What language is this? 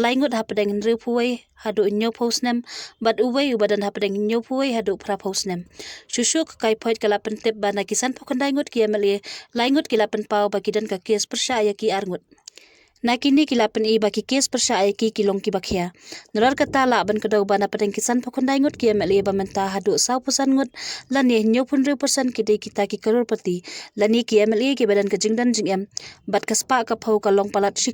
Khasi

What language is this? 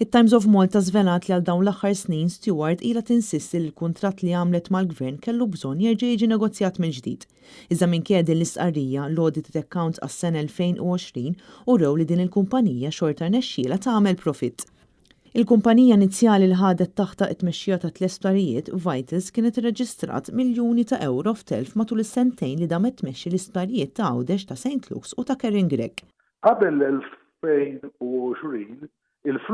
Maltese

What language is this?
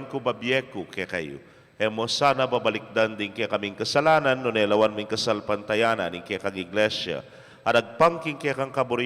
Pampanga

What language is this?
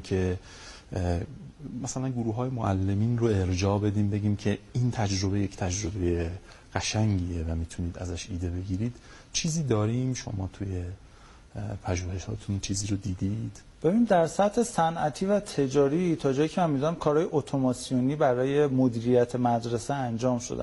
Persian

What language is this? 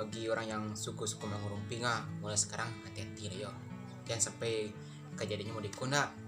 Minangkabau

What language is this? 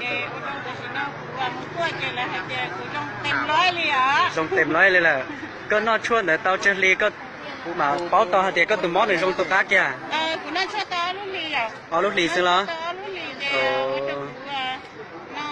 Hmong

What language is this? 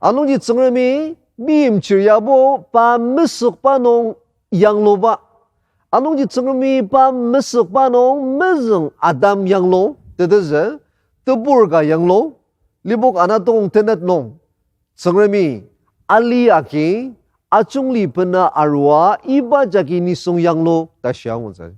Ao Naga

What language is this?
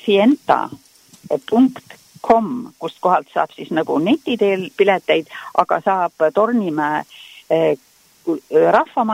Estonian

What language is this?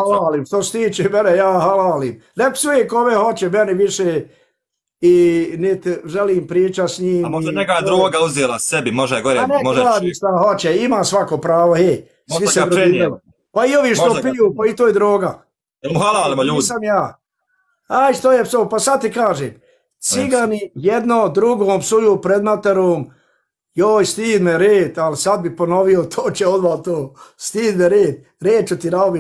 Bosnian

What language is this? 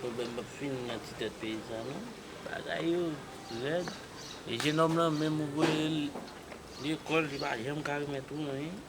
Haitian Creole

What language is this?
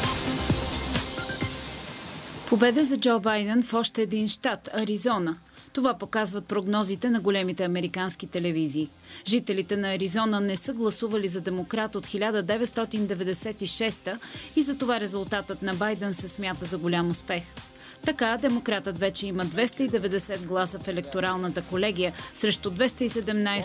Bulgarian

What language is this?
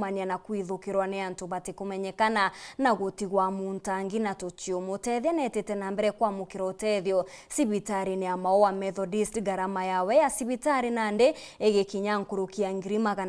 Meru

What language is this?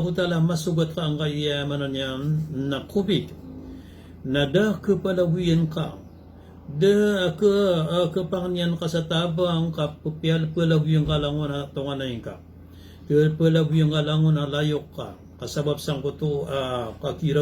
Maranao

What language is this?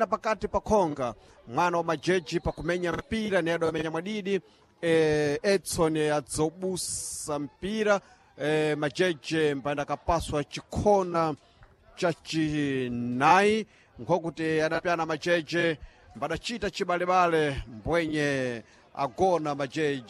Sena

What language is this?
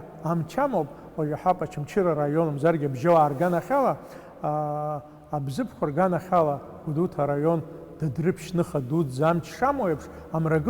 Abkhazian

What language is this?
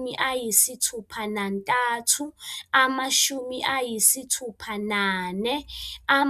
Zulu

